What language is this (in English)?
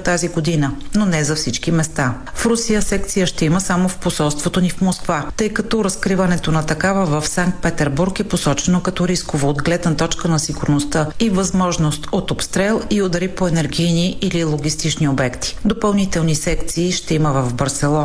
Bulgarian